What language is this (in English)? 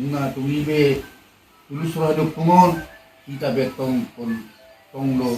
Batak Toba